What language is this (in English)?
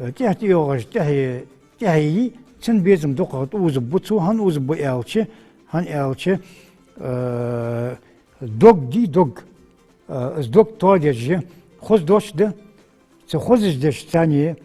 Ingush